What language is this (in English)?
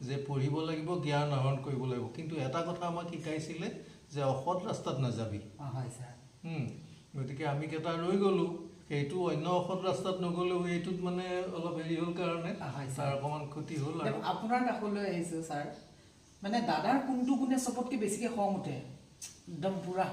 Assamese